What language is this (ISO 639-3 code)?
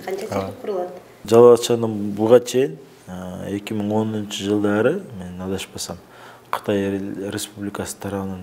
kir